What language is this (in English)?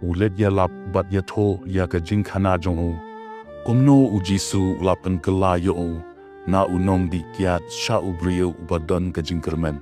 Khasi